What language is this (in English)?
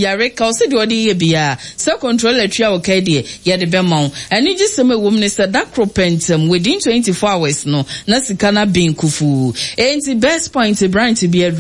Akan